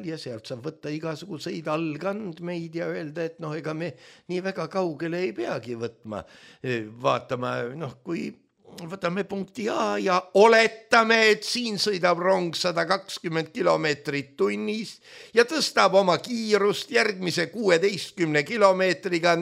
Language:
Estonian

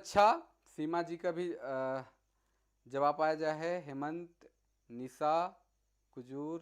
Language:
Sadri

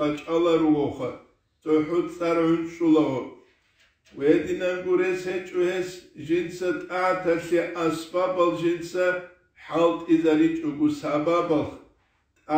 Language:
Avaric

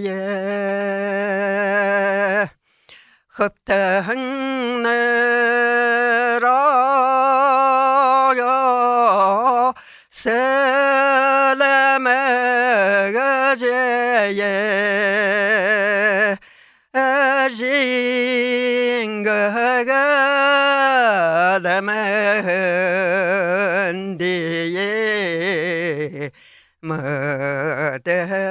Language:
Buriat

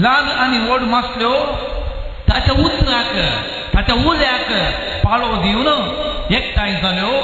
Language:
Konkani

